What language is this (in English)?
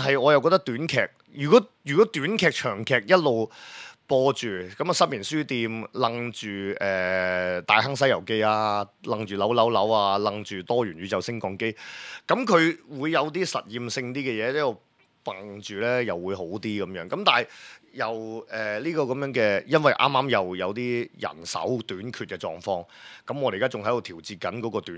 Cantonese